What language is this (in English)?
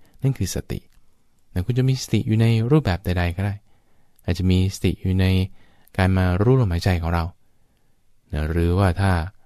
Thai